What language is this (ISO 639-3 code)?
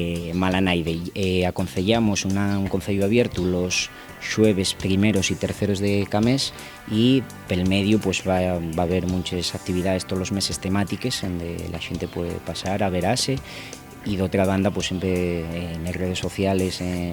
ast